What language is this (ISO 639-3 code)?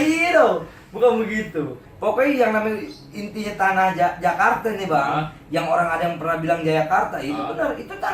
bew